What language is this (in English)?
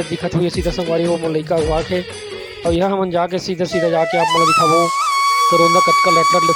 Chhattisgarhi